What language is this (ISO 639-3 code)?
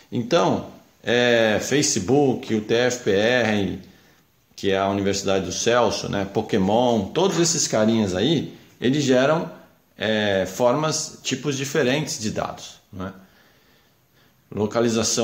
por